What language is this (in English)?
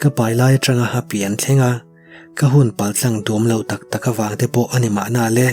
Mizo